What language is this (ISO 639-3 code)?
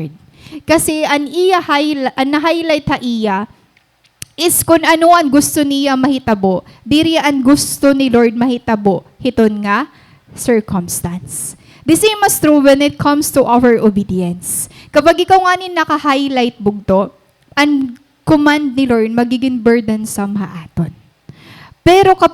war